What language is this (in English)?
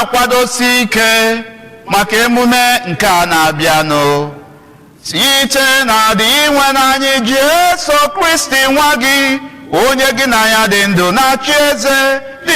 Igbo